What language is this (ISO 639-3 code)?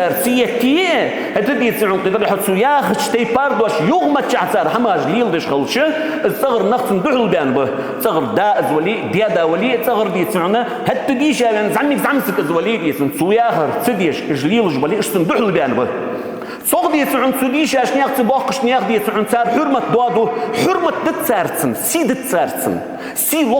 inh